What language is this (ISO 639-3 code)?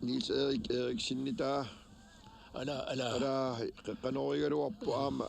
kal